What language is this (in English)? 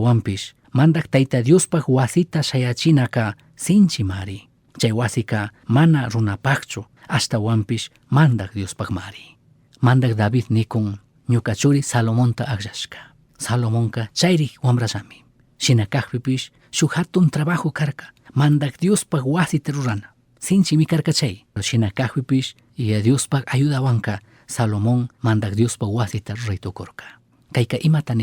Chimborazo Highland Quichua